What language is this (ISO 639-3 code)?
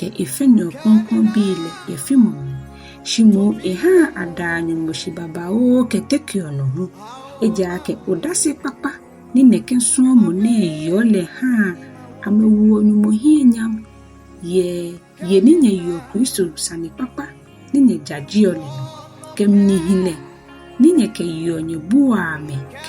gaa